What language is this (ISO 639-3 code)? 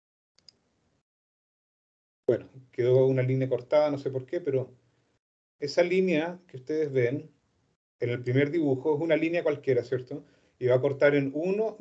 spa